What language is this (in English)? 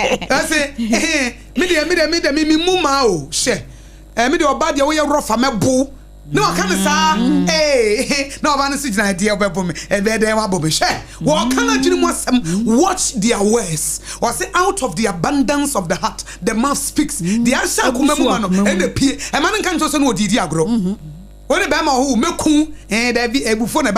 Akan